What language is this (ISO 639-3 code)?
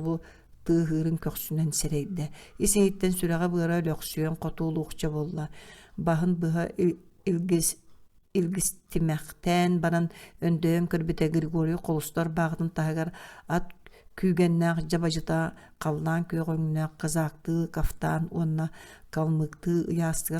sah